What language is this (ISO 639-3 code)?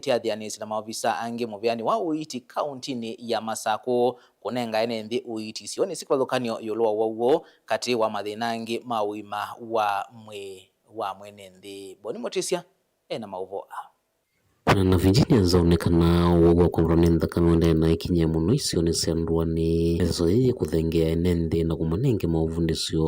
kam